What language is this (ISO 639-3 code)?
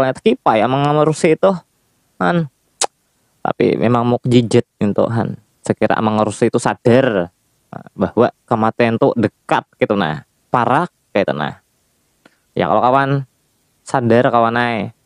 bjn